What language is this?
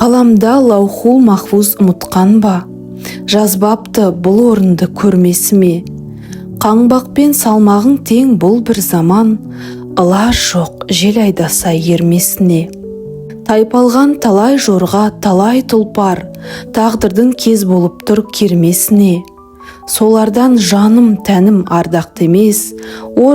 Kazakh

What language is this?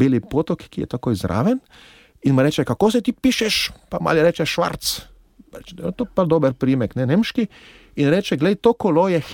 Slovenian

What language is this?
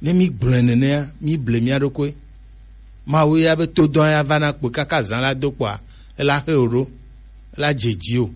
Gen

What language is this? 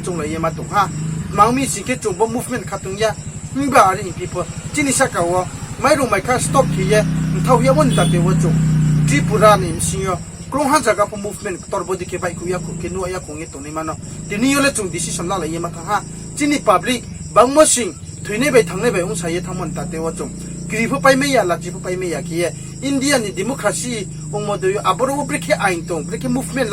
Riang (India)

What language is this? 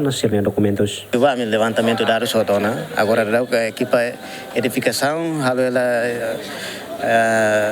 Tetum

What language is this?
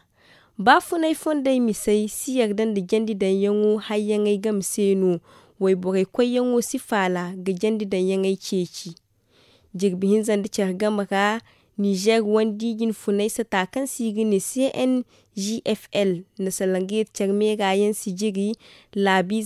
Zarma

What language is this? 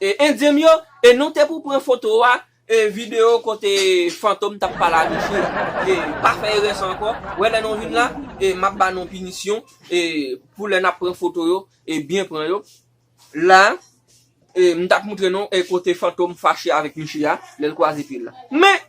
Haitian Creole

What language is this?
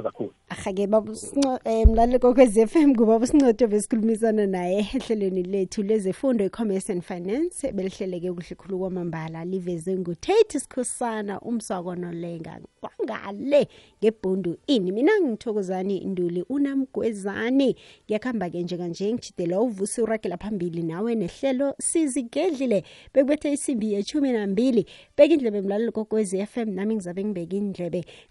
South Ndebele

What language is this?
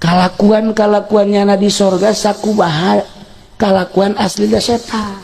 Sundanese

